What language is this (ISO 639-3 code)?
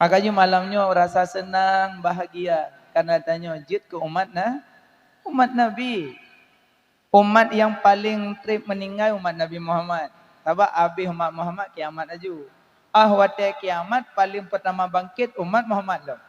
ace